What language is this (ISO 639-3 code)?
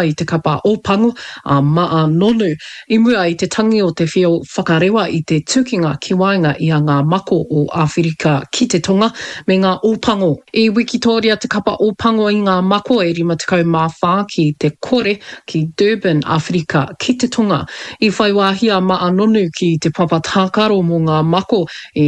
mri